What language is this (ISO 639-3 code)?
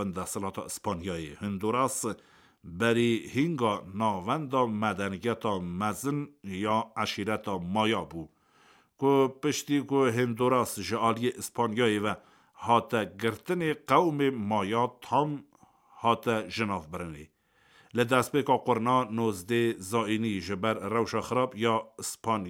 kur